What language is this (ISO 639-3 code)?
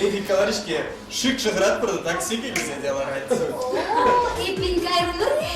chv